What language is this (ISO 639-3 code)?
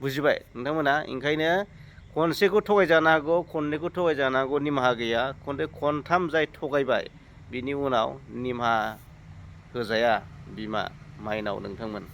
brx